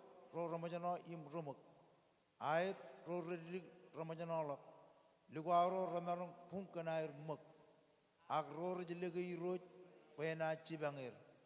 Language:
Marshallese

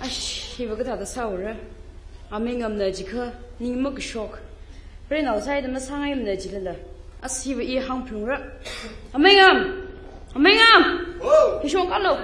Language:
Tangkhul Naga (India)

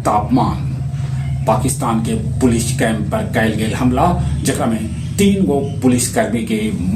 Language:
Magahi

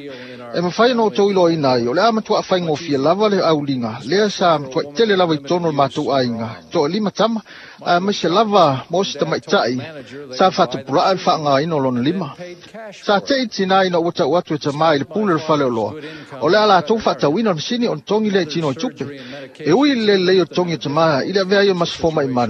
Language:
Samoan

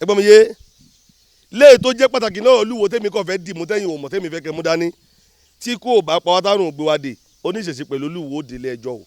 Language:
Yoruba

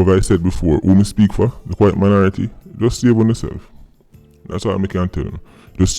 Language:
Jamaican Creole English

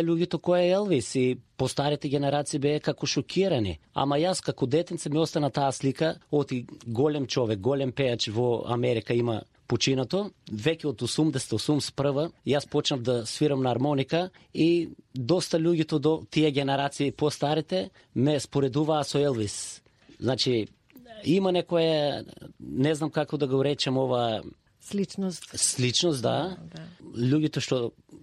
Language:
Macedonian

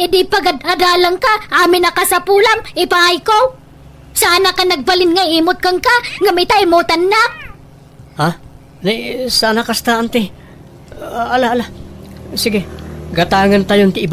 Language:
Iloko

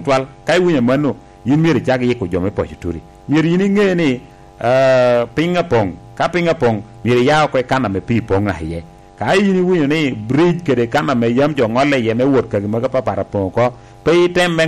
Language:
Lango (Uganda)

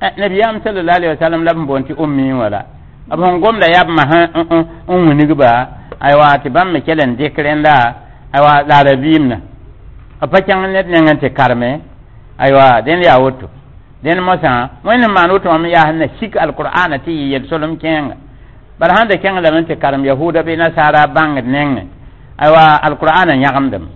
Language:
Mossi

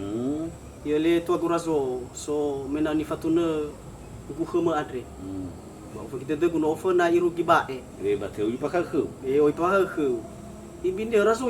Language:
Nias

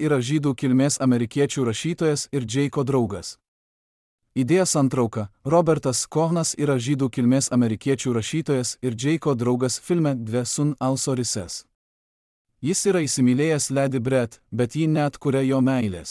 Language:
Lithuanian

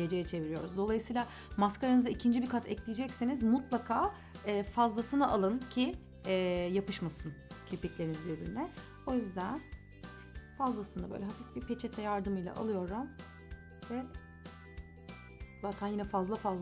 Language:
Turkish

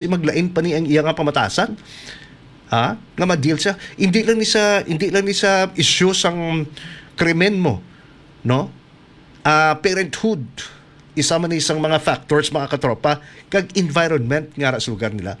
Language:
Hiligaynon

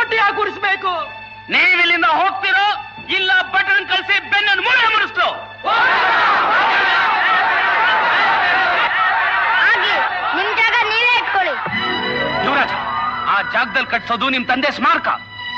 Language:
Kannada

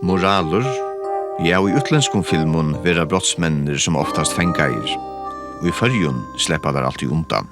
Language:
Faroese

